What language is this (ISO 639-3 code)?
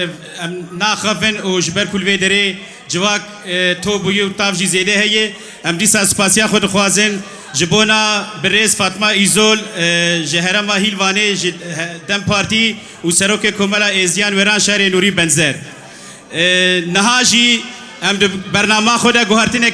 kur